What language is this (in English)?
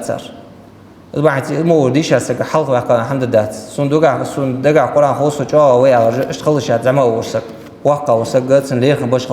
Ingush